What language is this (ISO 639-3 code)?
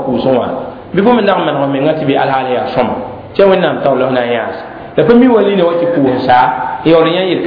mos